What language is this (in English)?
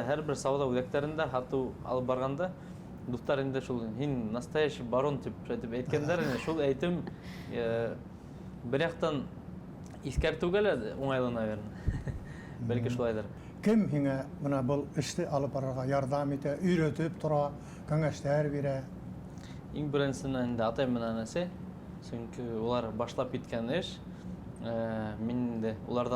Bashkir